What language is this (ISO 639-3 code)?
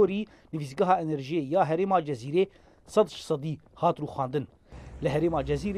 kur